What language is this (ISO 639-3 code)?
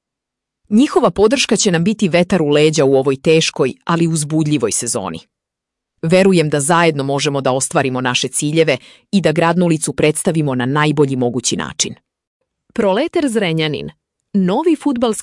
srp